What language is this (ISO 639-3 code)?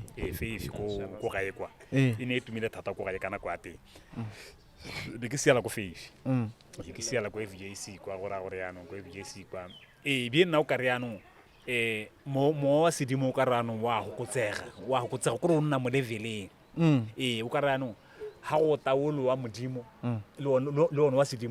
tsn